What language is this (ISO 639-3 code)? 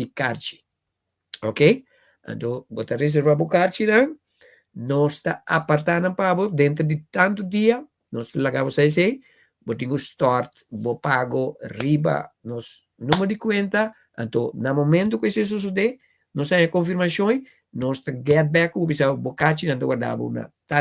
pap